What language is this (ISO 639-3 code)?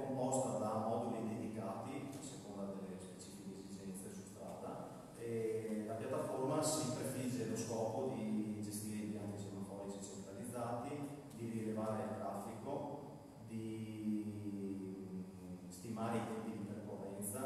ita